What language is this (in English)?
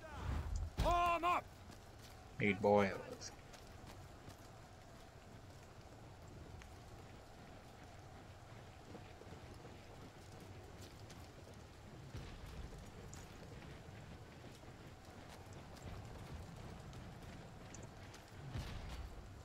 English